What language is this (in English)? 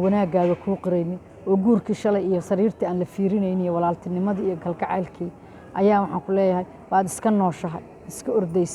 Somali